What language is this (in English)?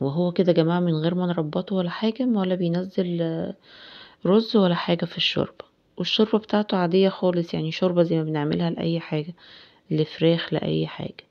Egyptian Arabic